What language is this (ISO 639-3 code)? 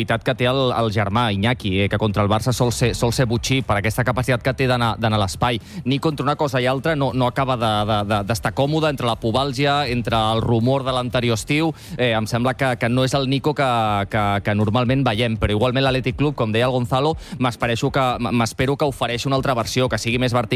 cat